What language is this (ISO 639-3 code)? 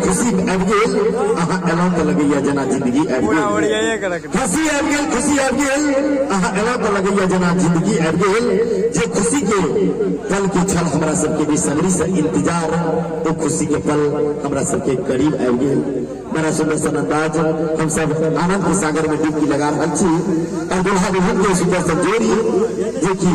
mai